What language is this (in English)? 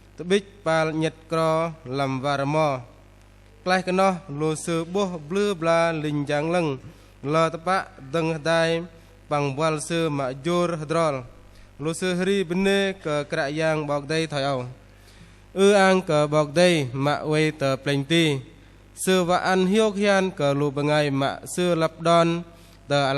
Bahnar